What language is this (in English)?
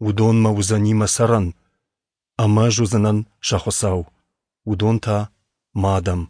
Ossetic